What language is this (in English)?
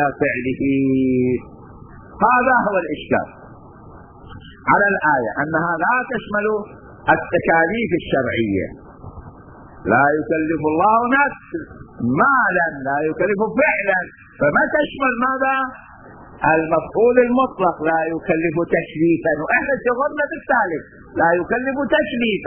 Arabic